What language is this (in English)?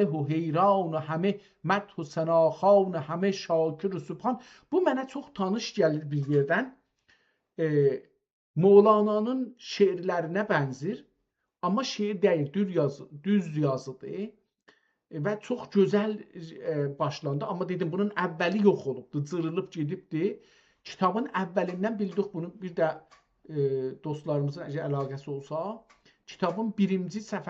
South Azerbaijani